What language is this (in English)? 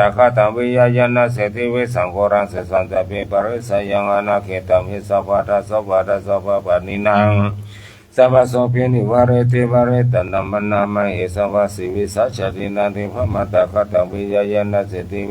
Pali